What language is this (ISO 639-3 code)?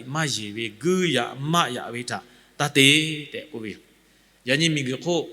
lhu